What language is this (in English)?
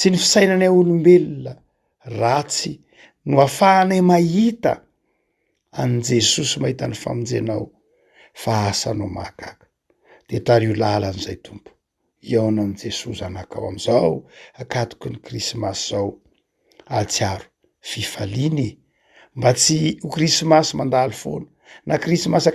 Malagasy